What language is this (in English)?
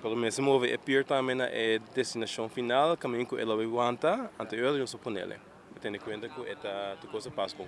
Papiamento